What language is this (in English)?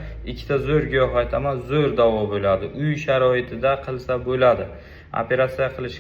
Uzbek